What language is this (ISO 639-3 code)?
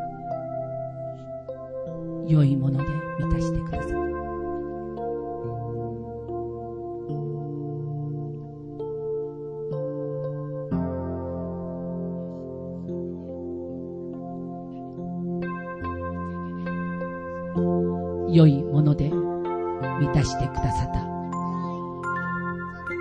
jpn